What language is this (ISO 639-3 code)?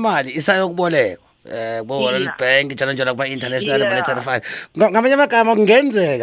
nbl